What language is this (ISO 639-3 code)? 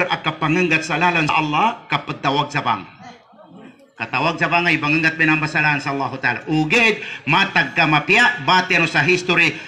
mrw